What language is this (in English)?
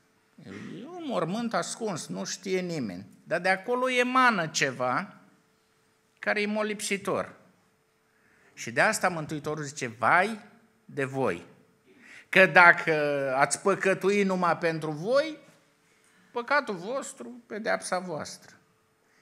Romanian